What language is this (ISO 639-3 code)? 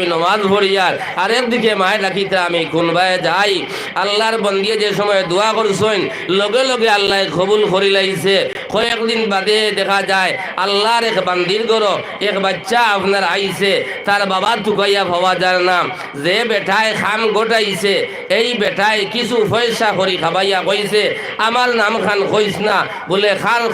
syl